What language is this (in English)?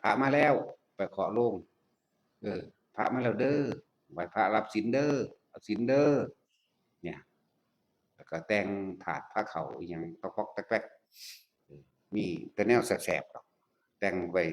Northeastern Thai